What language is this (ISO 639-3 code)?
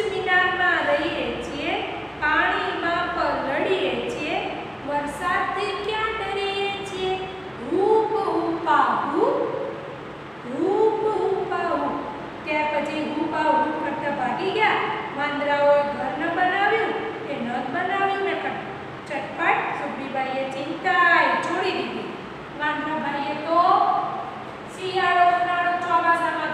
guj